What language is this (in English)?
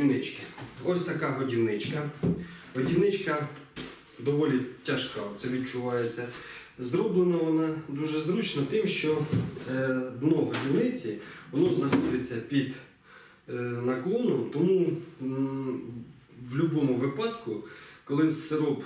Ukrainian